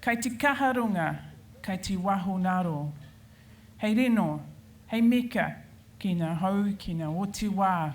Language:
Māori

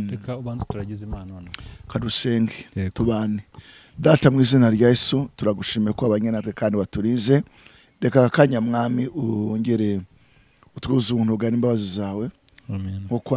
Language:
Kinyarwanda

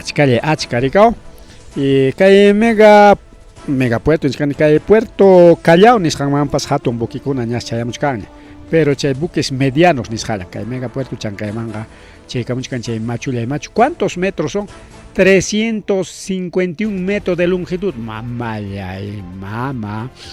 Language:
Ayacucho Quechua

